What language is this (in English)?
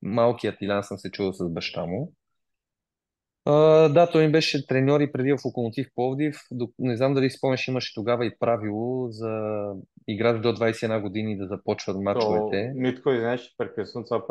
Bulgarian